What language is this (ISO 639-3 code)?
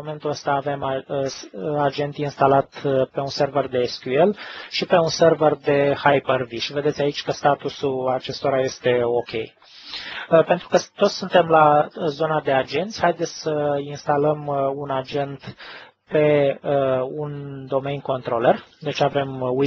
ron